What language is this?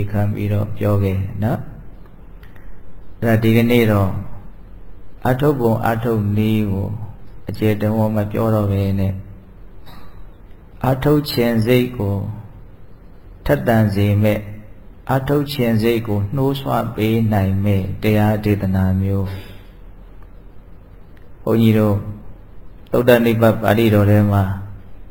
Burmese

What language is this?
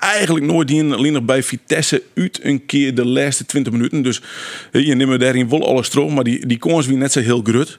Western Frisian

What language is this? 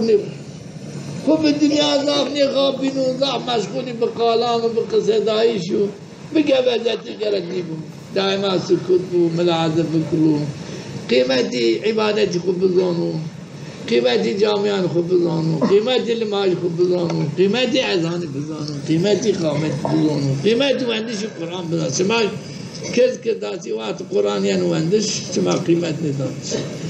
Zaza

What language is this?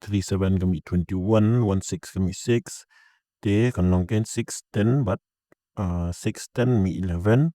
Khasi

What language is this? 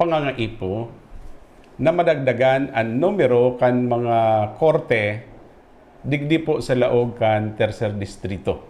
Bikol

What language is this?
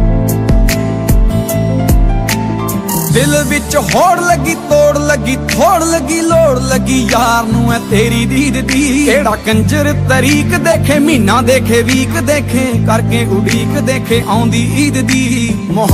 Punjabi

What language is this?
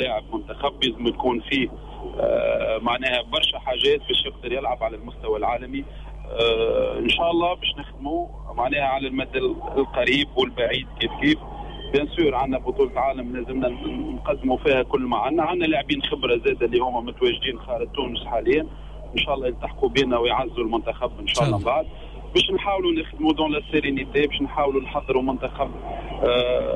Tunisian Arabic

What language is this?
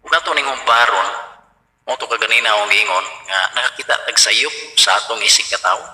Cebuano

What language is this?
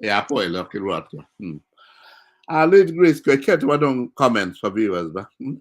Acoli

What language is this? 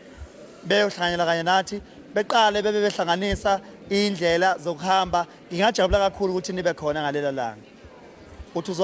Zulu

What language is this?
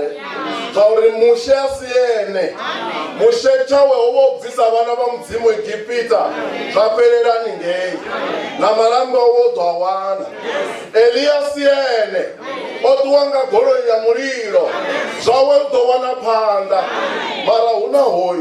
Venda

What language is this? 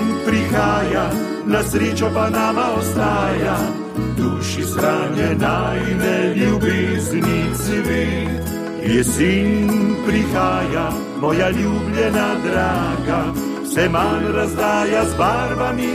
Slovenian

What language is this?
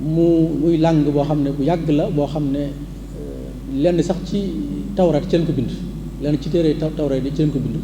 Wolof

